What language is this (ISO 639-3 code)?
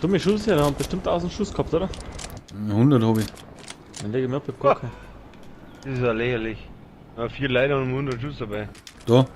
bar